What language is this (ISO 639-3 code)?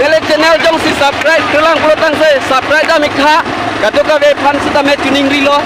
mjw